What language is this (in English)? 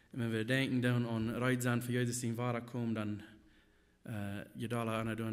Plautdietsch